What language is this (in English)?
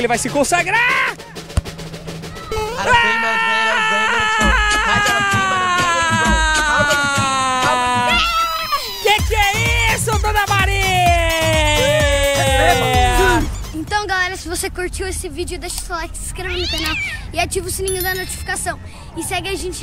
Portuguese